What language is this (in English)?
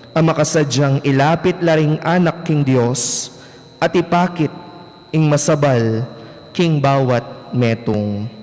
Pampanga